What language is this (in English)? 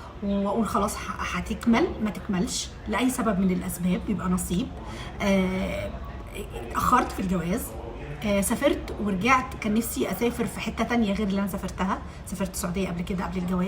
Egyptian Arabic